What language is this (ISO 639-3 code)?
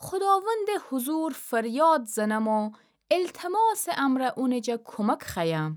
glk